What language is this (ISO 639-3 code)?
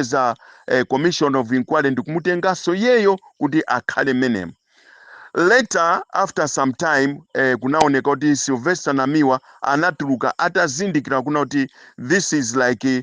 nya